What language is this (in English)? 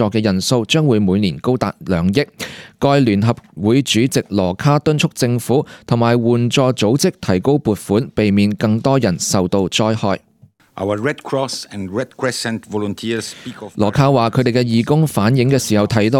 Cantonese